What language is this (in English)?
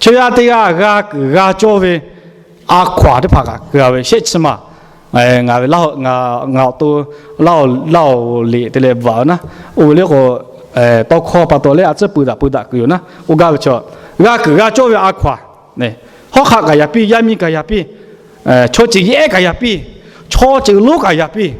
Lahu